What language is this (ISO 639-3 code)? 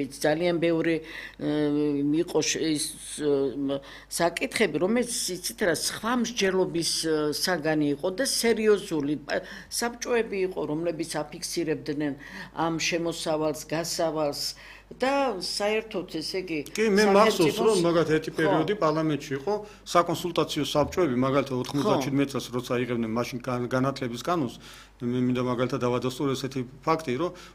kat